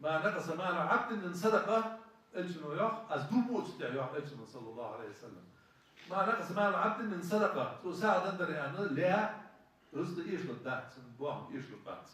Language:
Ingush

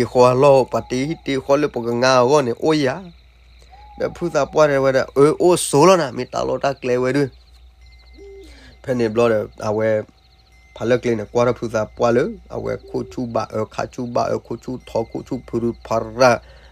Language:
S'gaw Karen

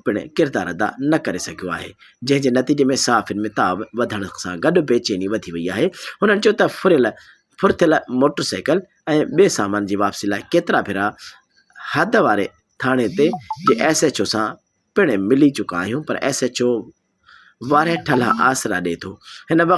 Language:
Sindhi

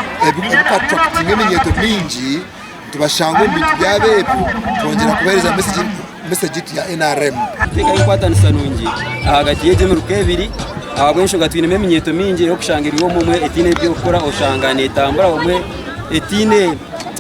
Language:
Nyankole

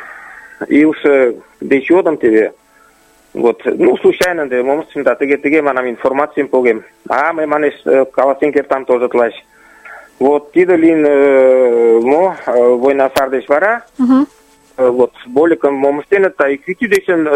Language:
Mari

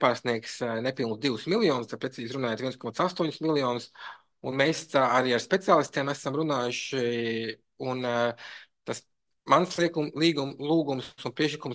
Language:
Latvian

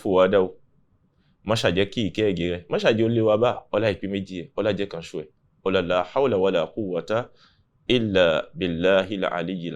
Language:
Yoruba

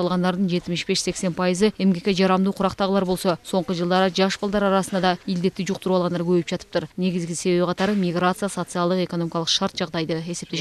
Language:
Kyrgyz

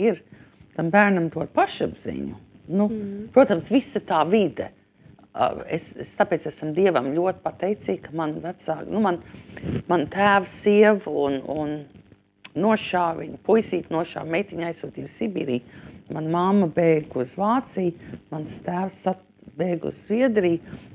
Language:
Latvian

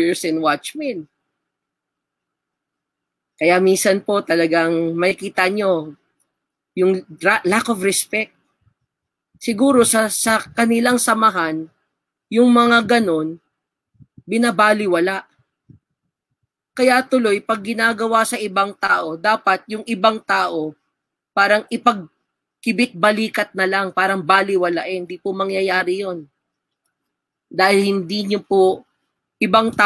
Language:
Filipino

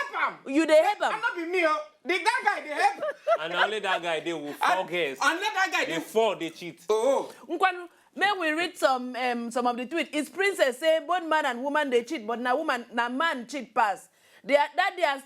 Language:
Nigerian Pidgin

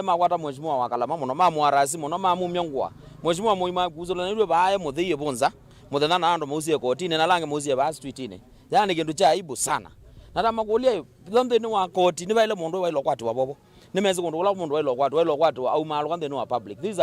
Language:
Kamba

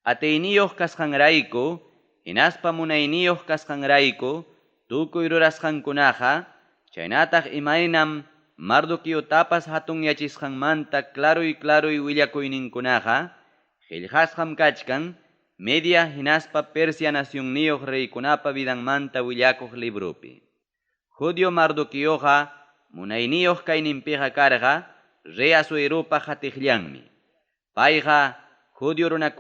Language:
Ayacucho Quechua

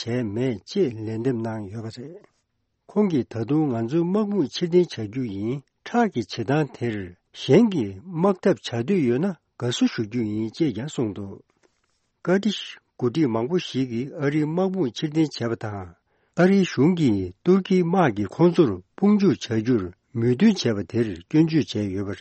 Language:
Tibetan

